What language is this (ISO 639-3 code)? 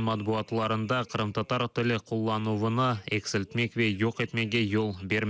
crh